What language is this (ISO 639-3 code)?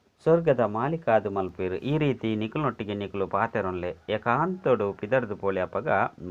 tcy